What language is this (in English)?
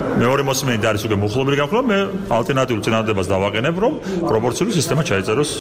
Georgian